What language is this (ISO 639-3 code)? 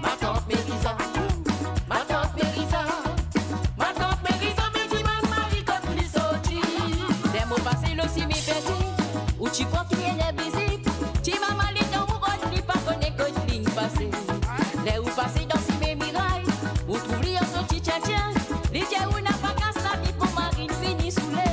mfe